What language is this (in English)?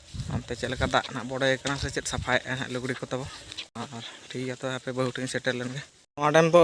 Santali